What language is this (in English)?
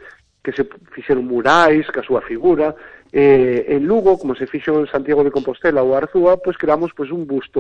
Galician